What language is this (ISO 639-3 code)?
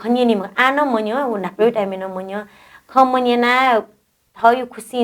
new